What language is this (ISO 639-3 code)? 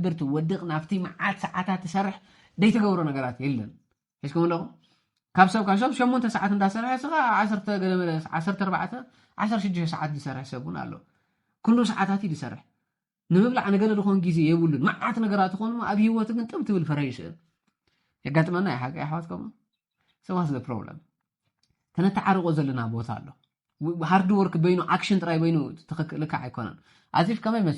tir